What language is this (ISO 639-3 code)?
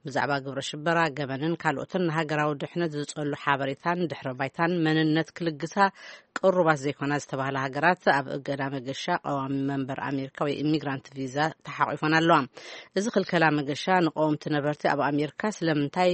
tir